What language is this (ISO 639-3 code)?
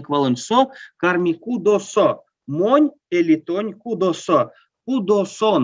myv